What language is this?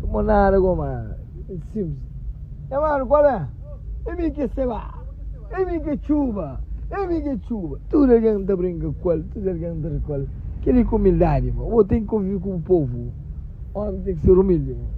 Kabuverdianu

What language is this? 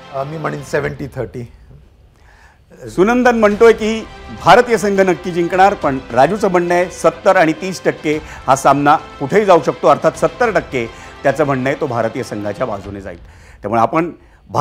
Marathi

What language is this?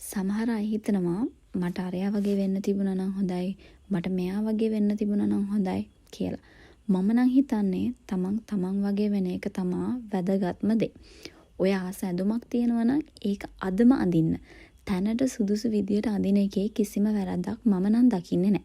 Sinhala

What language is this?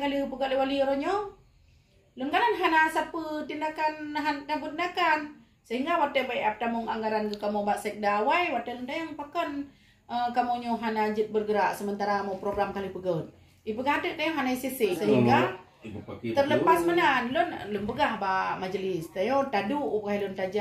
Achinese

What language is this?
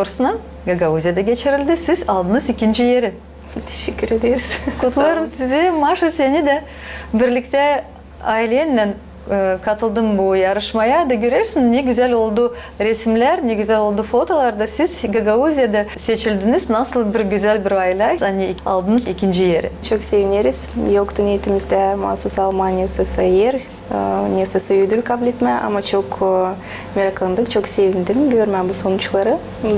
Gagauz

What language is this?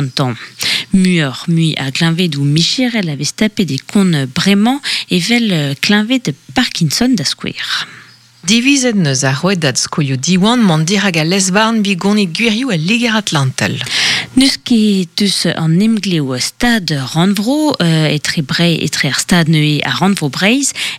Breton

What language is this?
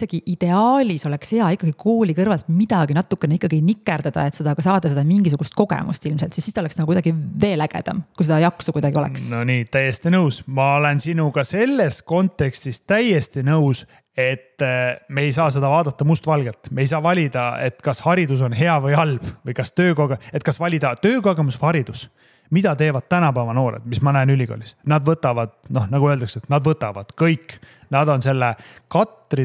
Estonian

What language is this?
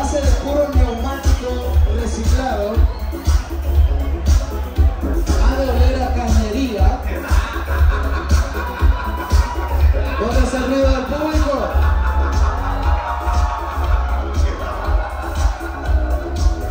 Spanish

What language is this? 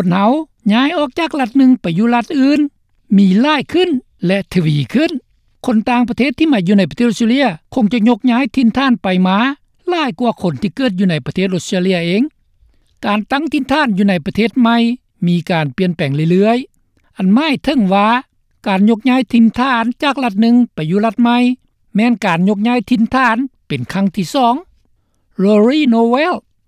Lao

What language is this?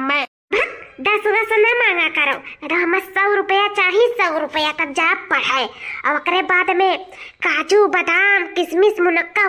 Awadhi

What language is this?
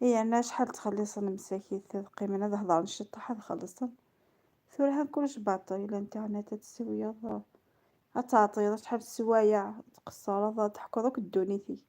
Kabyle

